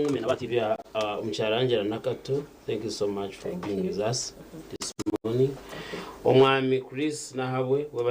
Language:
Nyankole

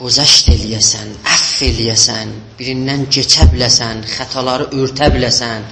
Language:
South Azerbaijani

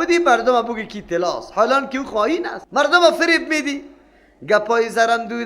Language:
Persian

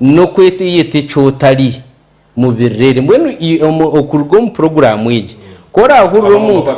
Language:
Nyankole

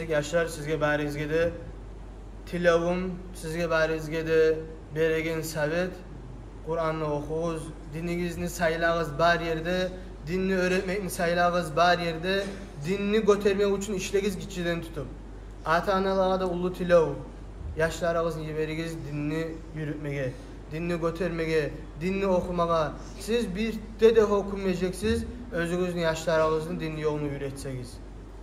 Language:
Kumyk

